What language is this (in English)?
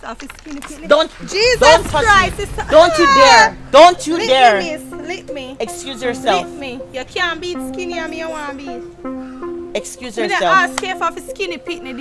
Jamaican Creole English